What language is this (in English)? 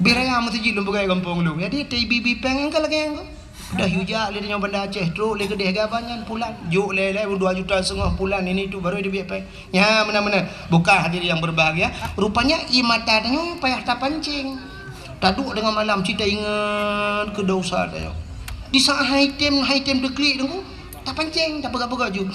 Achinese